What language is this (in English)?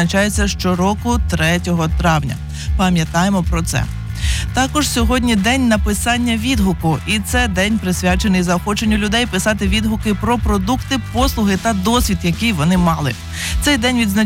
Ukrainian